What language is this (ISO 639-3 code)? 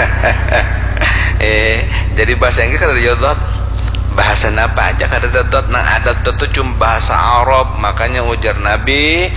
bjn